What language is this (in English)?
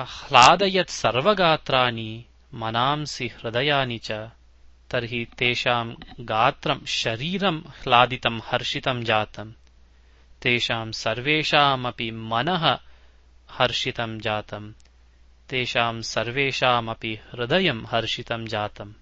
Sanskrit